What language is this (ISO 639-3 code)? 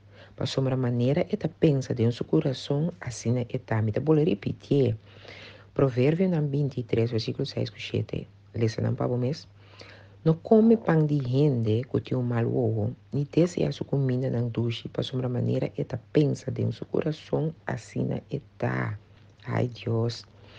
pap